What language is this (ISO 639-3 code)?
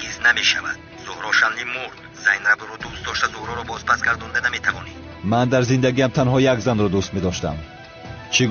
tgk